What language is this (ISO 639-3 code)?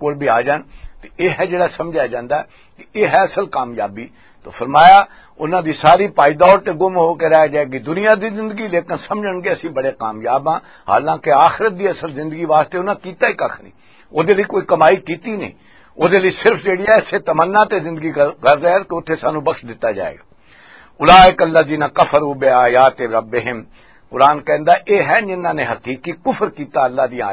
lah